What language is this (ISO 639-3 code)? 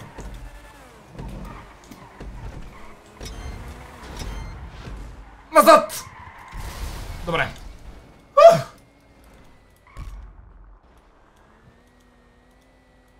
bul